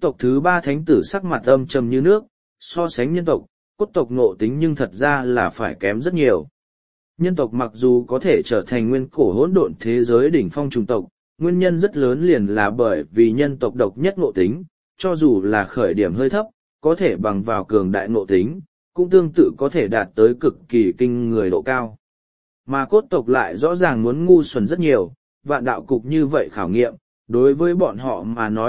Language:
Vietnamese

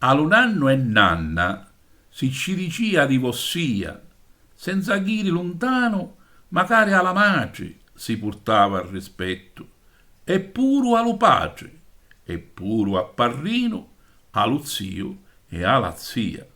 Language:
Sicilian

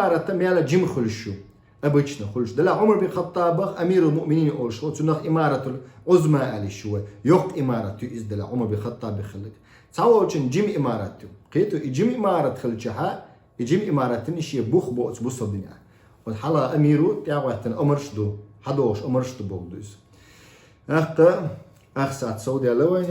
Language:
Chechen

